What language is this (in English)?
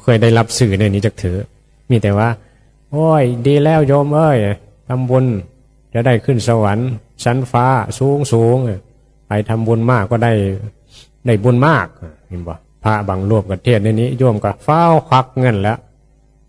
Northeastern Thai